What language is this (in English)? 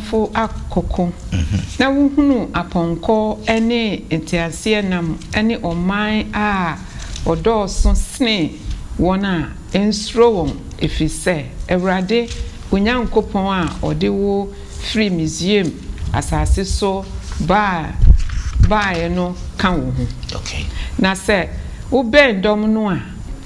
Akan